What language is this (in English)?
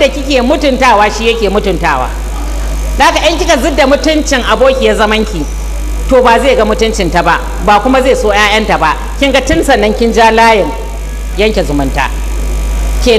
Hausa